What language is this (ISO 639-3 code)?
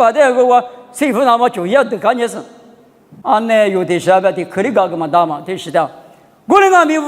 lis